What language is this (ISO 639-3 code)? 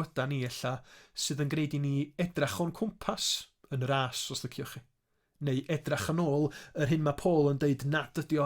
cym